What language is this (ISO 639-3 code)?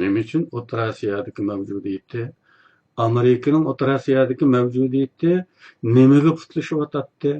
uig